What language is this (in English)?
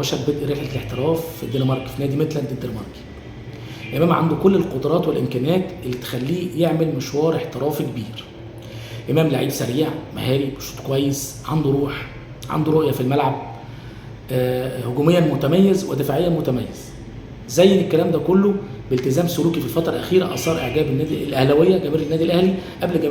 Egyptian Arabic